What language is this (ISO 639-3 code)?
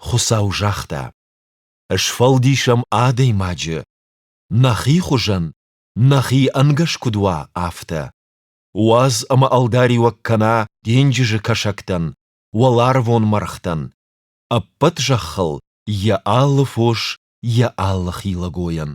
oss